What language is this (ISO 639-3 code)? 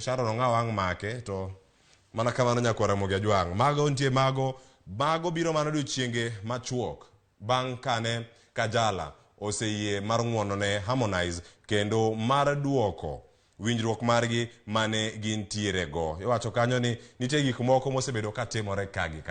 luo